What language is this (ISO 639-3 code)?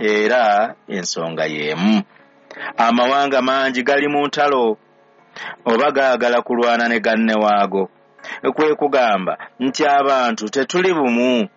lug